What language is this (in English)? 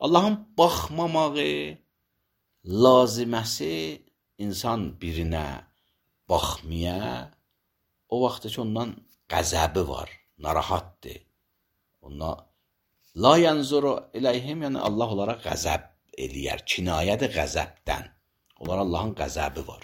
Azerbaijani